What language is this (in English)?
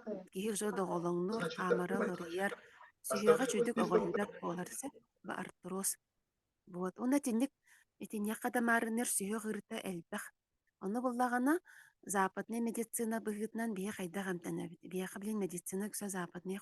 Yakut